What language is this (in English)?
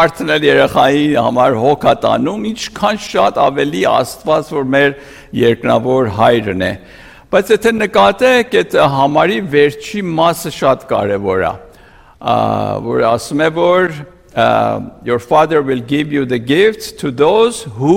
Armenian